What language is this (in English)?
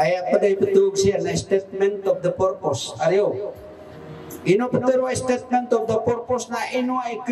Maranao